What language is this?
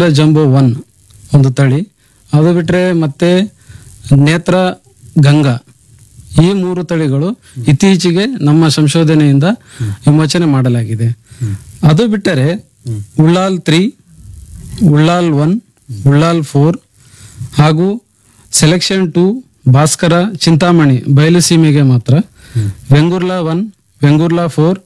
Kannada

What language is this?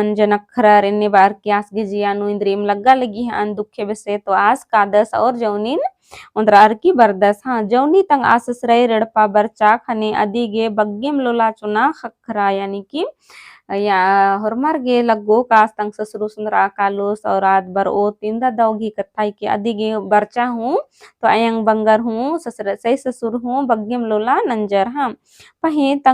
Kurukh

